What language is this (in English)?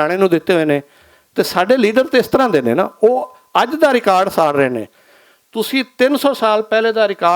Western Panjabi